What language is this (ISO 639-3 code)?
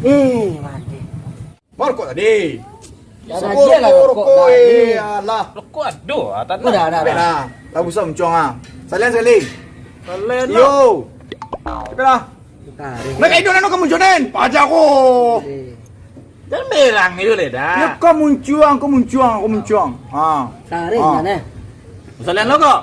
min